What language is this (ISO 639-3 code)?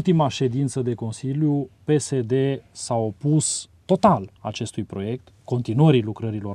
ron